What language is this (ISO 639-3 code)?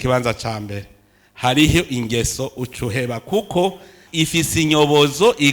run